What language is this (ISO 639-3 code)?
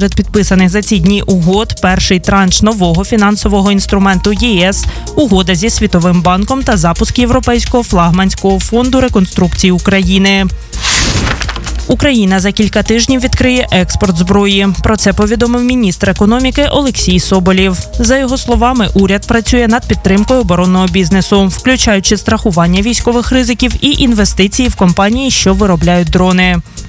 ukr